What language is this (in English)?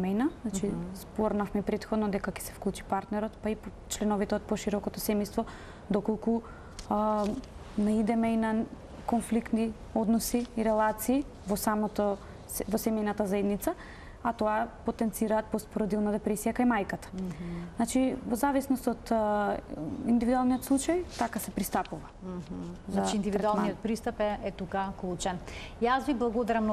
Macedonian